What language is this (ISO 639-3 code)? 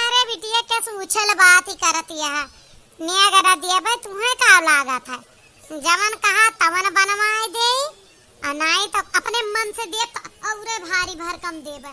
awa